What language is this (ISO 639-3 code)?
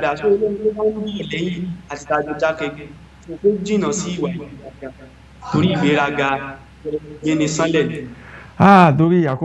yor